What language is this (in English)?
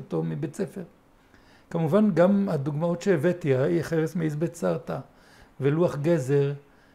Hebrew